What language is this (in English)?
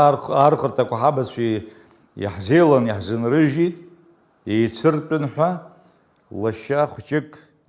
Abkhazian